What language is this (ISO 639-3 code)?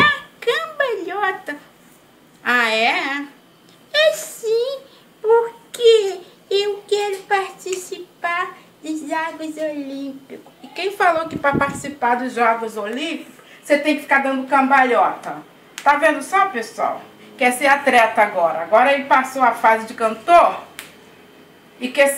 por